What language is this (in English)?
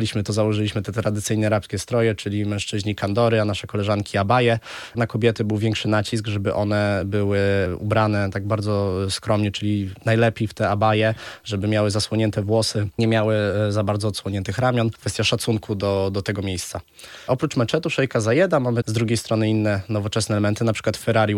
Polish